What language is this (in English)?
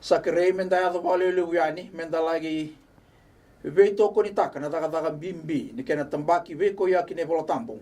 Fijian